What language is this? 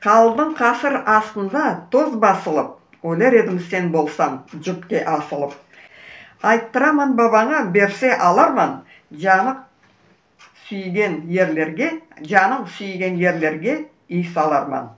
Crimean Tatar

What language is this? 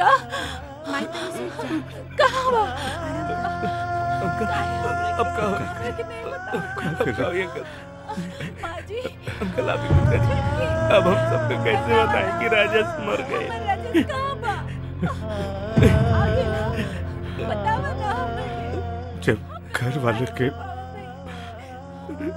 Bhojpuri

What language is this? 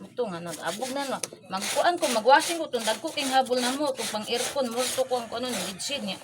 Cebuano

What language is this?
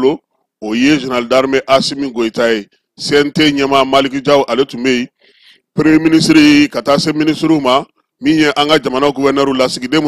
Bambara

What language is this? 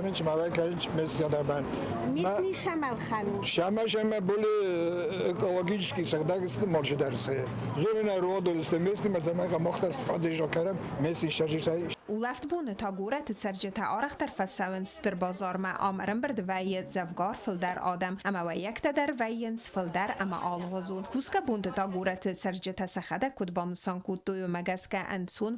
Ossetic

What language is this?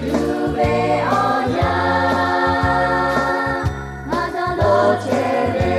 Lahu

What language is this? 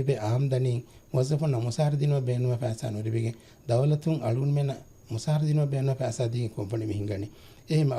Divehi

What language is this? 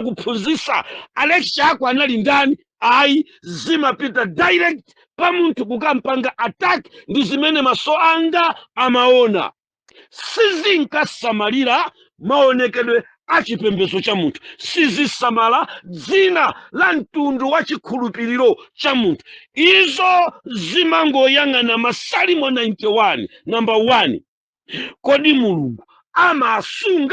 Nyanja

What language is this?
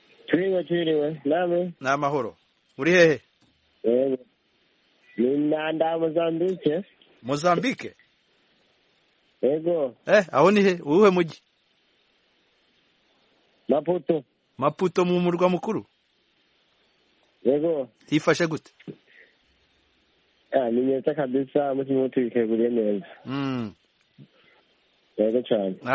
Kinyarwanda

